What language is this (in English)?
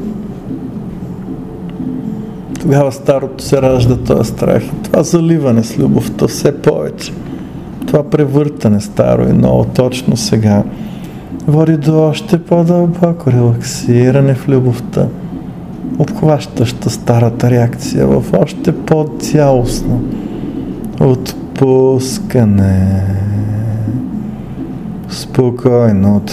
Bulgarian